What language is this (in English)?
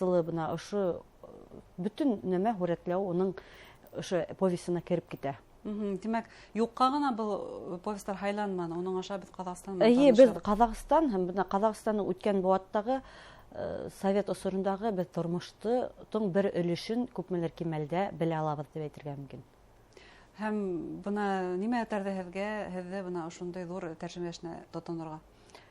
Bashkir